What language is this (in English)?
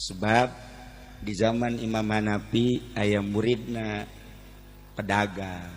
Sundanese